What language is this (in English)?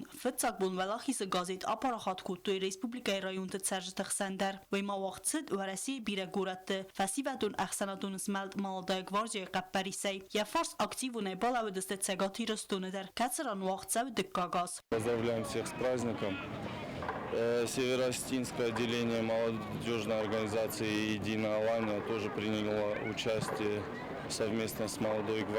Ossetic